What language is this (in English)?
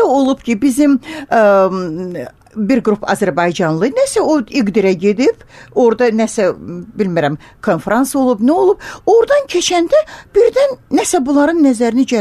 Azerbaijani